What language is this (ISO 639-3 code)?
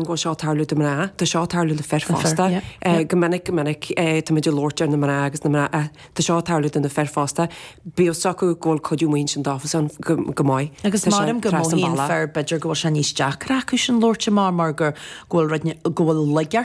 gle